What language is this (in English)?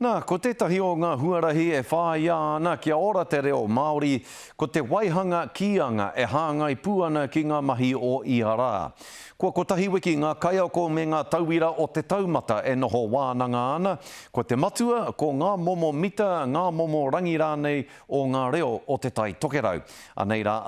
Māori